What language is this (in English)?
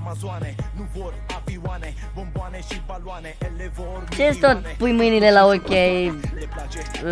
Romanian